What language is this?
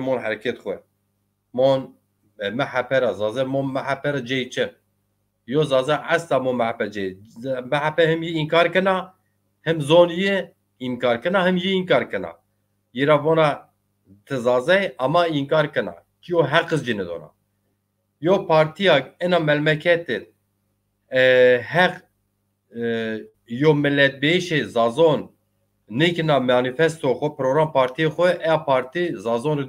Zaza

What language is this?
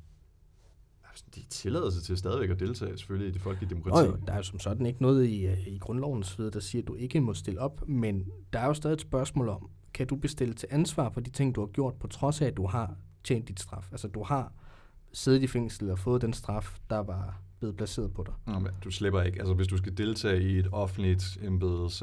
Danish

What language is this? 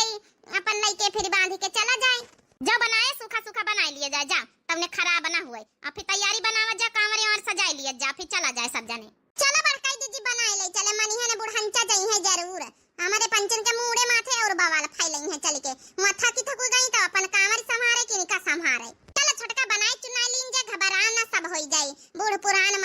Awadhi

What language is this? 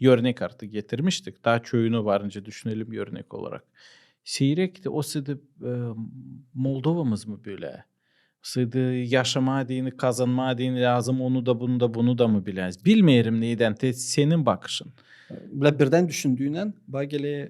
Gagauz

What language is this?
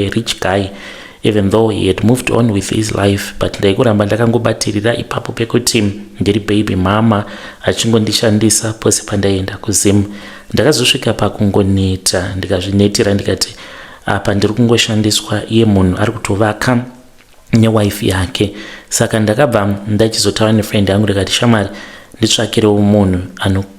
Shona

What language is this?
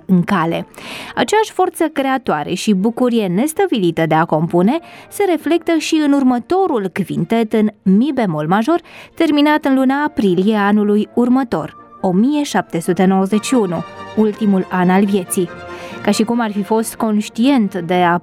Romanian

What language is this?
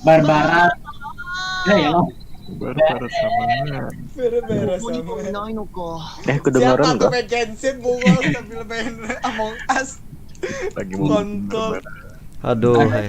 Banjar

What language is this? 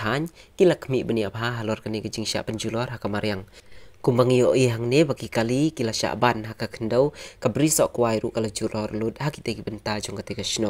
Khasi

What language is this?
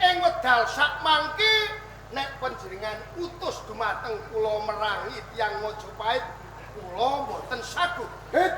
Javanese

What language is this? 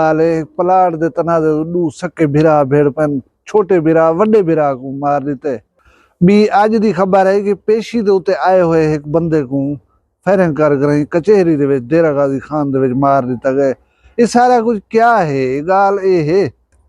Saraiki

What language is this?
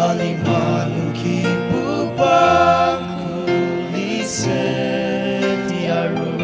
Ao Naga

